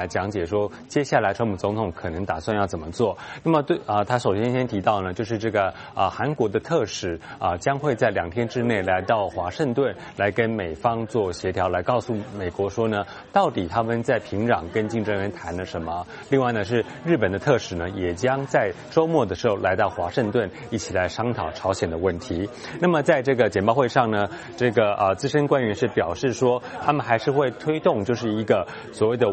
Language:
Chinese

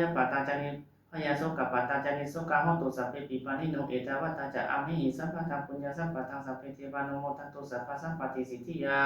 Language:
Pali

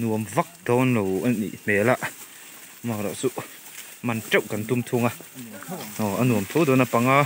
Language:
Mizo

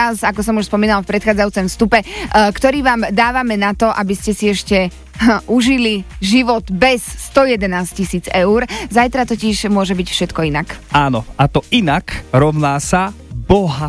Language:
Slovak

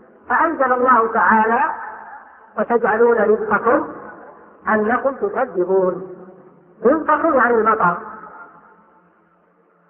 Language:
Arabic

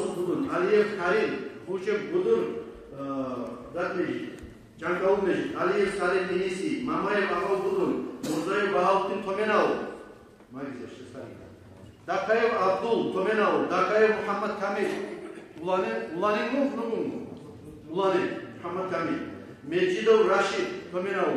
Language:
Kumyk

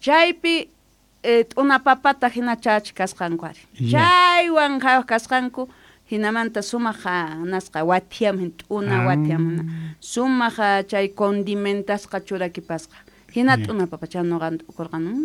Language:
South Bolivian Quechua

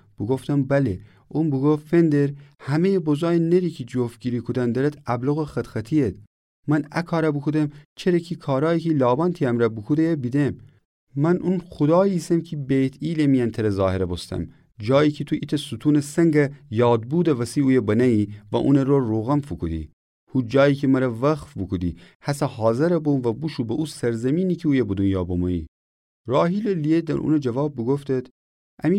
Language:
Gilaki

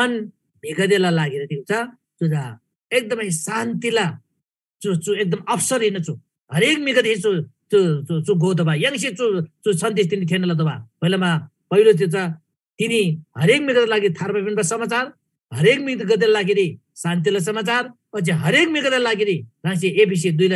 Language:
Eastern Tamang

